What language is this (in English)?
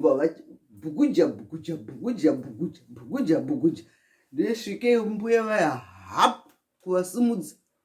Shona